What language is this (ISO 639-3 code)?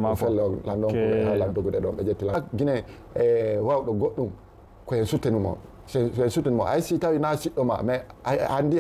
ful